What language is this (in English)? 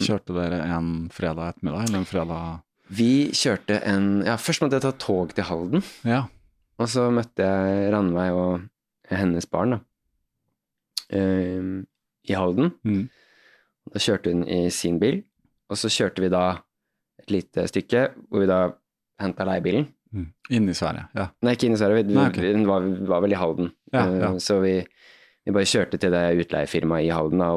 Norwegian